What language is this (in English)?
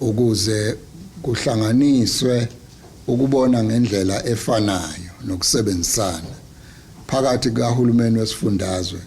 Zulu